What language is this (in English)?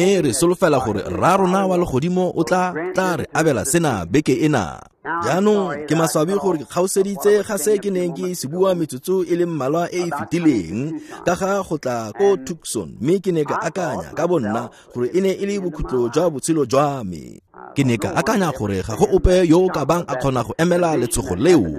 Tswana